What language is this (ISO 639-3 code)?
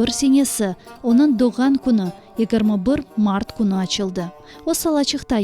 crh